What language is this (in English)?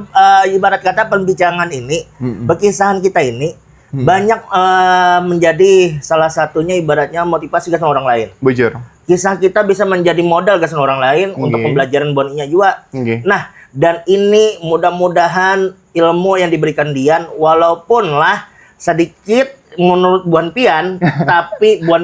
Banjar